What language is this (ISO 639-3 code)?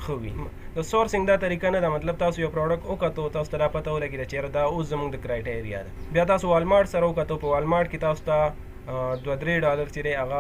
pus